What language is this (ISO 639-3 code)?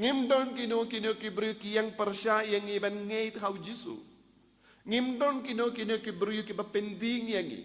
kha